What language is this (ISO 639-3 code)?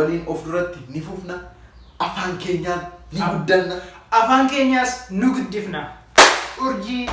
orm